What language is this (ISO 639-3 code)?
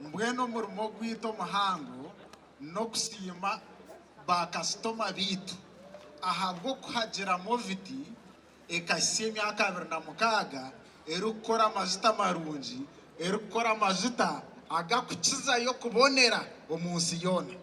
nyn